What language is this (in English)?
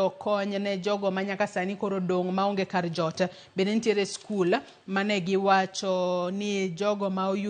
Luo (Kenya and Tanzania)